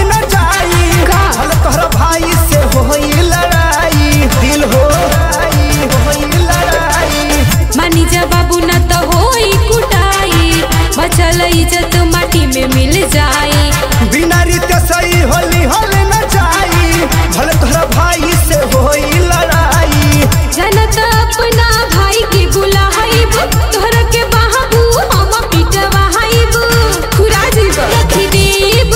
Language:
Bhojpuri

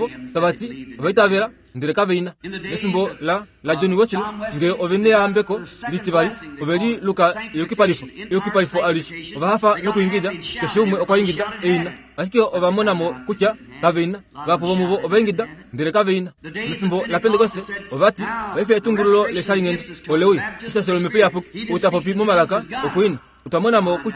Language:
Kuanyama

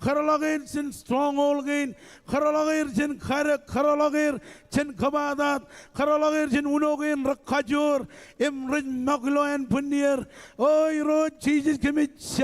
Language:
Marshallese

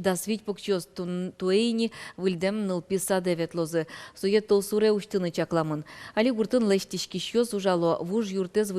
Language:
Udmurt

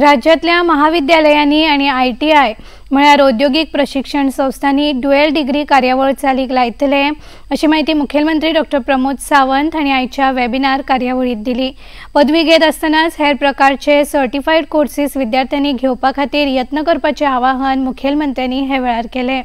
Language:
Konkani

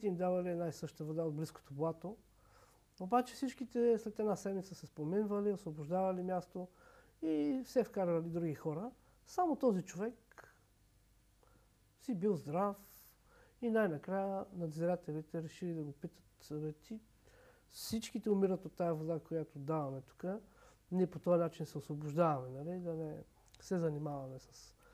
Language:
Bulgarian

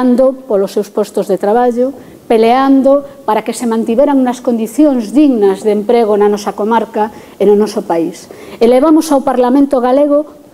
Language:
Galician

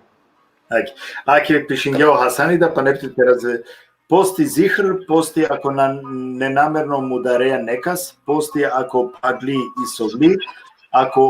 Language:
Balkan Romani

